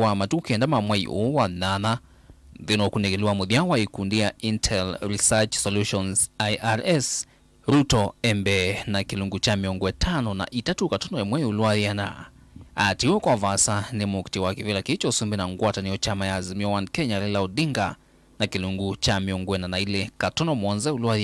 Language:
Kamba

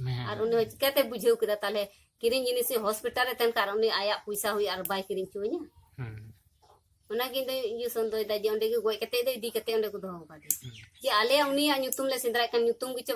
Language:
Santali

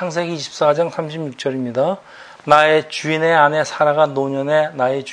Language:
Korean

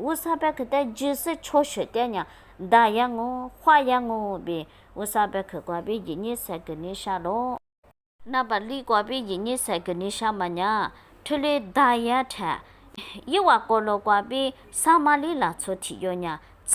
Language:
Lisu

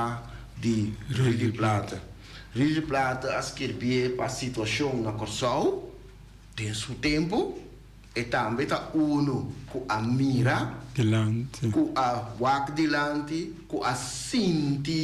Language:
Papiamento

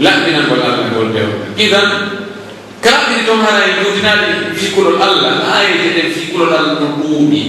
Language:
Pular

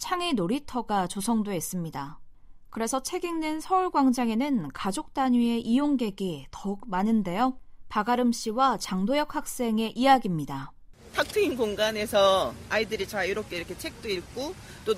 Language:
Korean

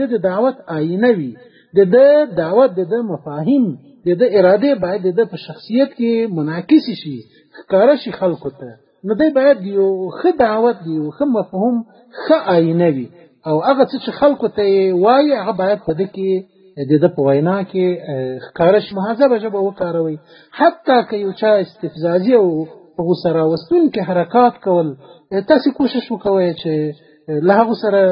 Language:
Pashto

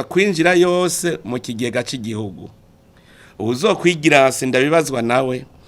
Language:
Rundi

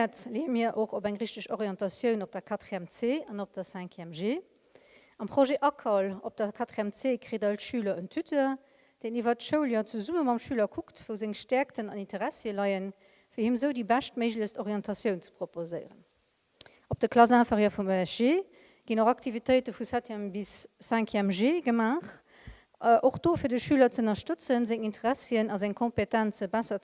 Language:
Luxembourgish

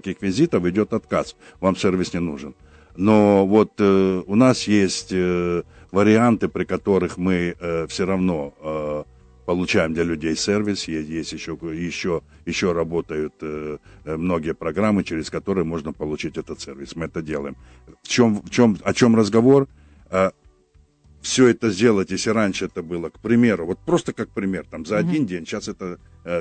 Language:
Russian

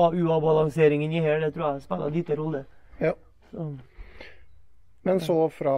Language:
Norwegian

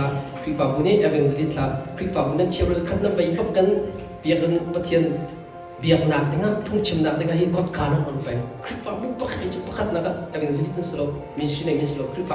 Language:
Hakha Chin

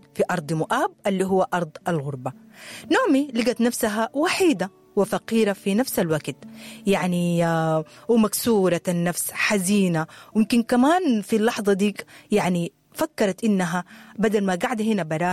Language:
Sudanese Arabic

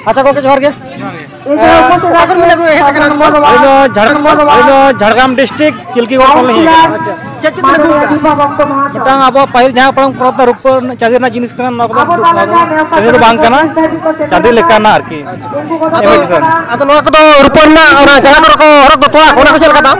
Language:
Santali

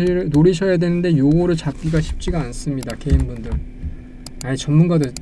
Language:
Korean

